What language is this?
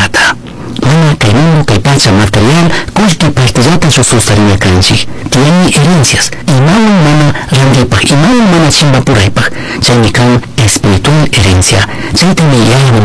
Chimborazo Highland Quichua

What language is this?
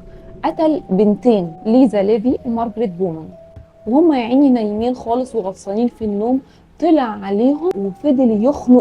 Egyptian Arabic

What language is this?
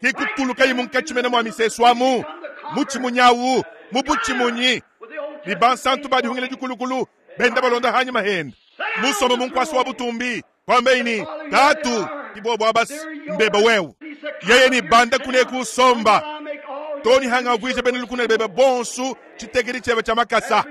Luba-Lulua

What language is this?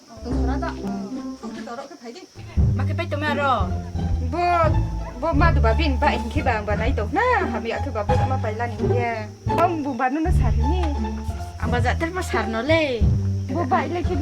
Riang (India)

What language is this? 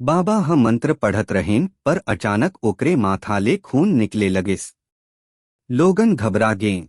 Chhattisgarhi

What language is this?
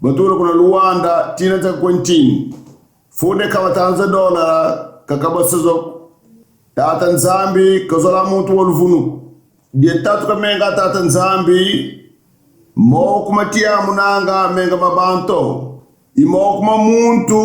Kongo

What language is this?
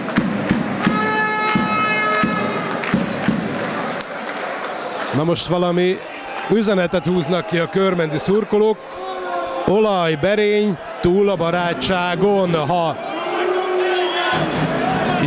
Hungarian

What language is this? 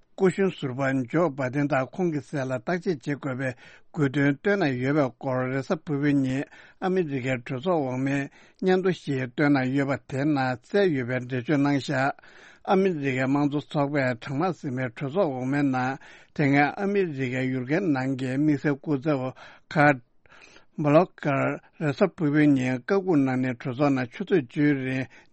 Tibetan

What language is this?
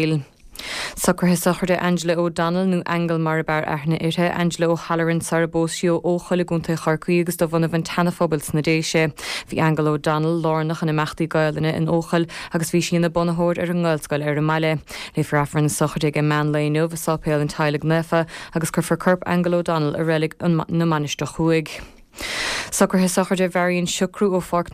Irish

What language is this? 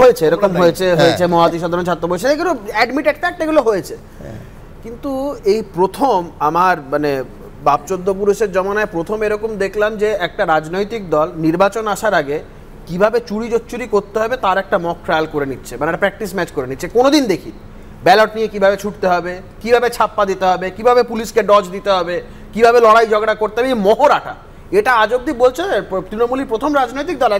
Bangla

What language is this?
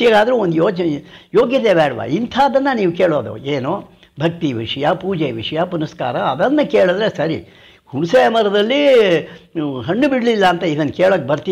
Kannada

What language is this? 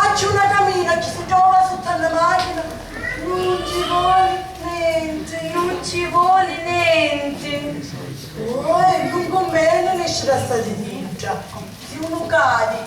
Sicilian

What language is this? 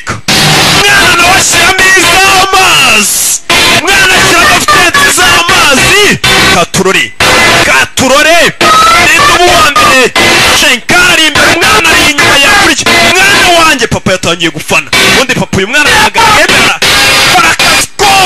Kinyarwanda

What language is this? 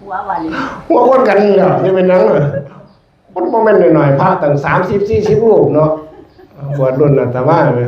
Northeastern Thai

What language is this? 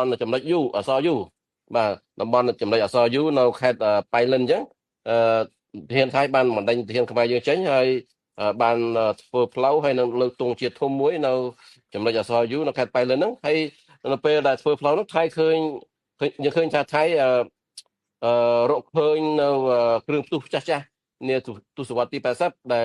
Khmer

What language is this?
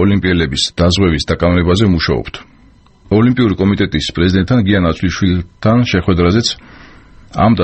Georgian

